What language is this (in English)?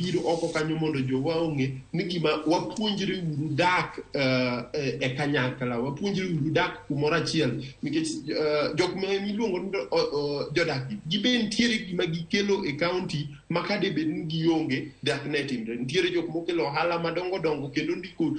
Luo (Kenya and Tanzania)